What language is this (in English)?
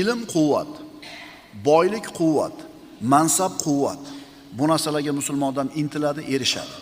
Uzbek